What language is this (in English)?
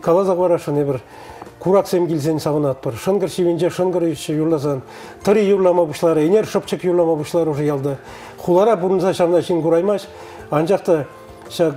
Chuvash